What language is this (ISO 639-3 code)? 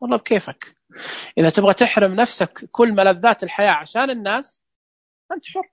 ars